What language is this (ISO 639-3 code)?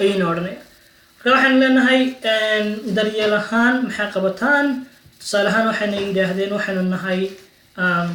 som